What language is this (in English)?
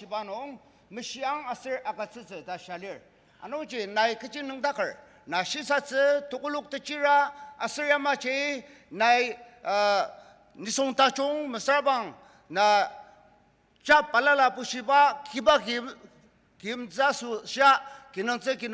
Ao Naga